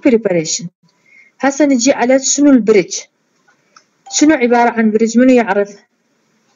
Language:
Mesopotamian Arabic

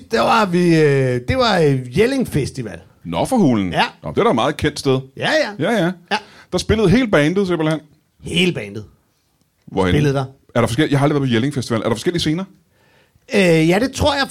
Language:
Danish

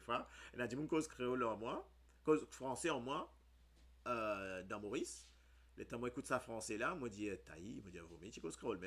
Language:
Morisyen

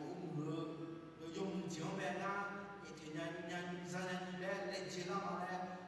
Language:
Akha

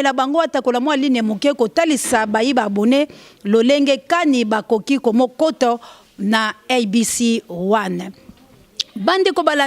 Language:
Lingala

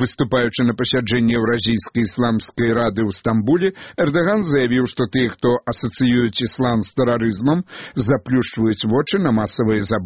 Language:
Belarusian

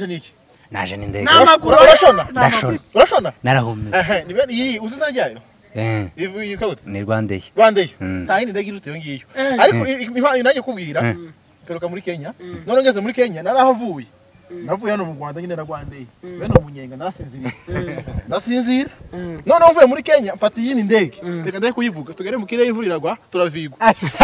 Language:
Kinyarwanda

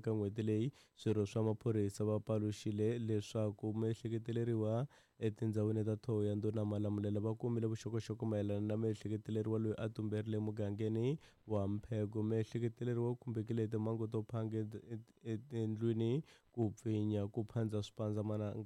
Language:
Tsonga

